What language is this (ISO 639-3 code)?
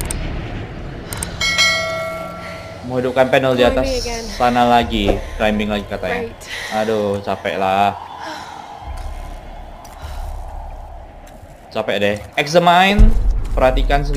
ind